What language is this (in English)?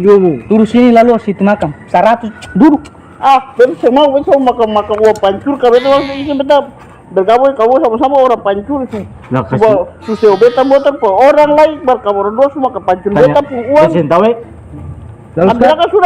Ambonese Malay